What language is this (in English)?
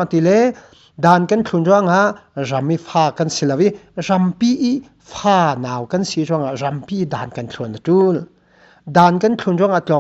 Falam Chin